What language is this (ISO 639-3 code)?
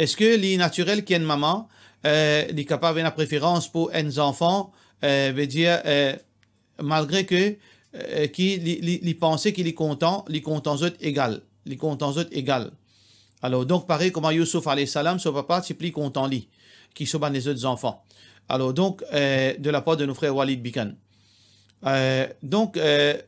mfe